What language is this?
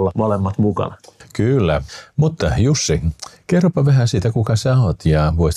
Finnish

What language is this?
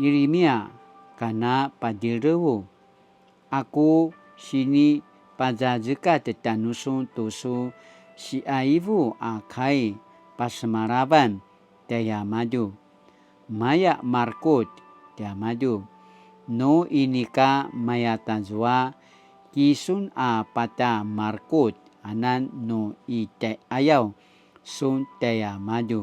Paiwan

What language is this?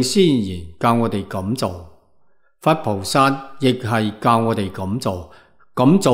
Cantonese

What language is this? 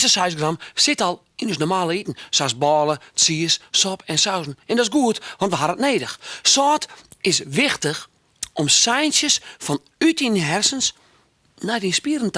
Western Frisian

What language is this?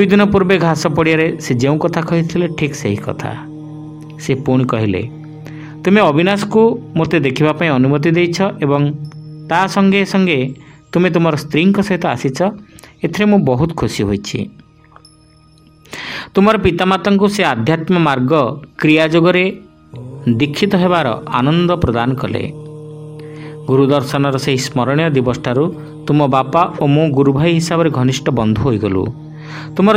Odia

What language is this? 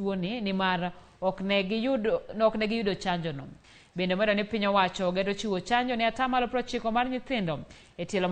Luo (Kenya and Tanzania)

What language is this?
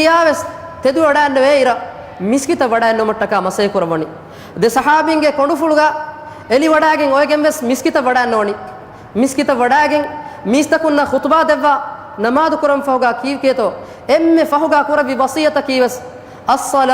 Divehi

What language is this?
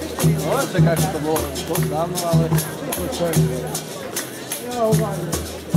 Slovak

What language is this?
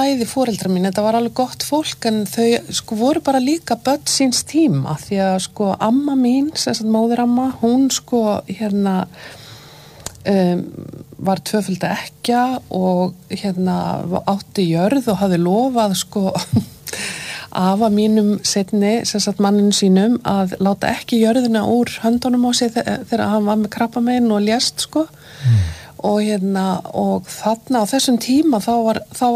Icelandic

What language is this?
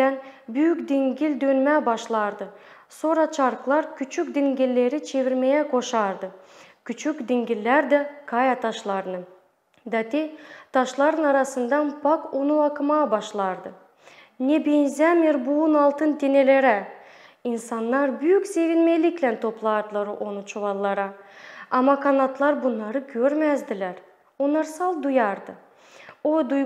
Gagauz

